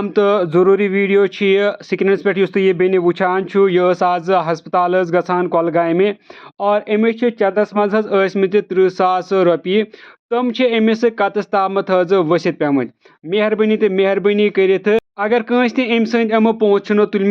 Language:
Kashmiri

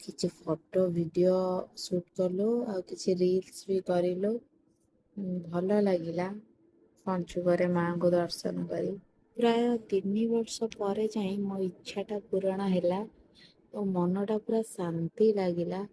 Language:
Odia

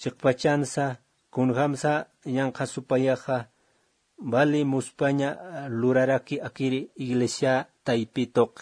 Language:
Aymara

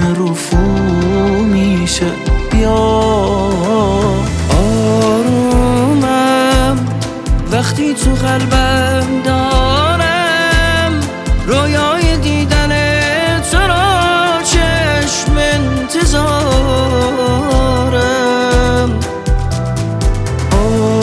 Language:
Persian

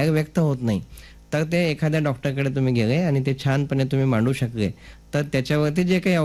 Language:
Marathi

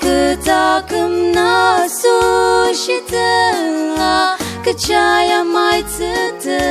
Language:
Ao Naga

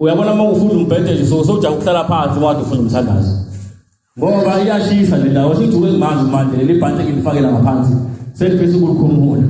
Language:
Zulu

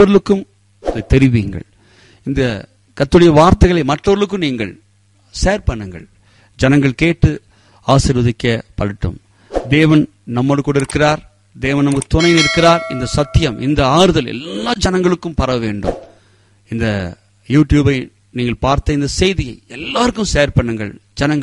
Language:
Tamil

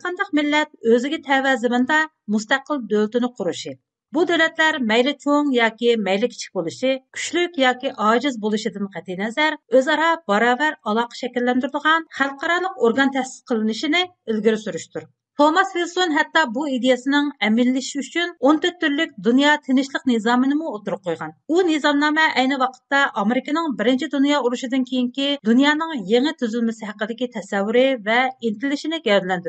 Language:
Uyghur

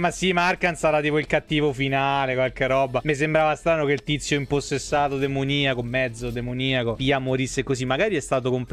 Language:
Italian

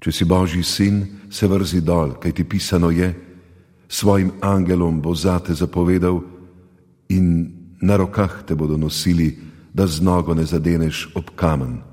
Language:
Slovenian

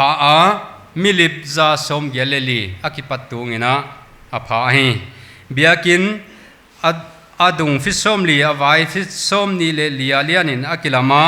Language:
Paite Chin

